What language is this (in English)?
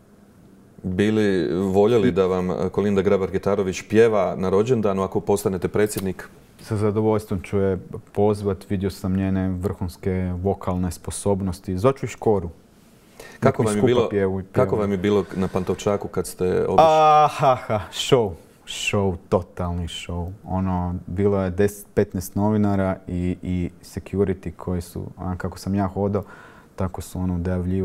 Croatian